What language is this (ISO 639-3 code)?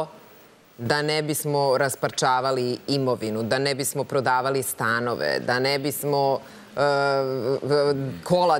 srp